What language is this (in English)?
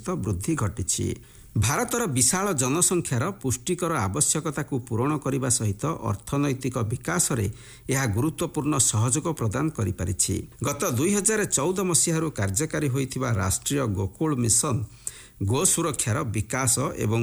Odia